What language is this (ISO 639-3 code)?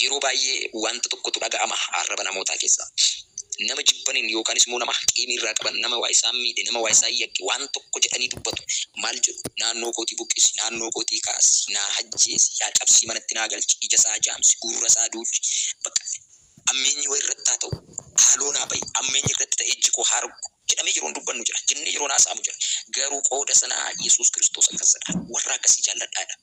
orm